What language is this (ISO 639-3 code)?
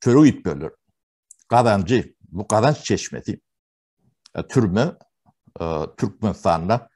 tuk